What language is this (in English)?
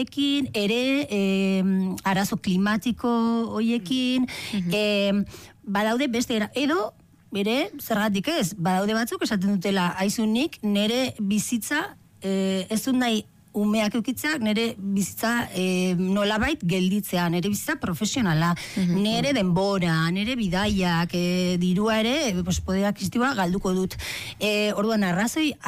Basque